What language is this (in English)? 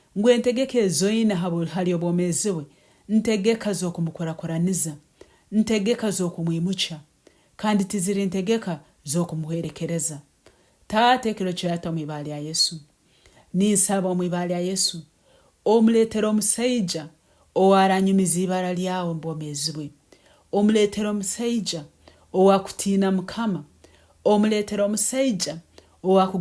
Nyankole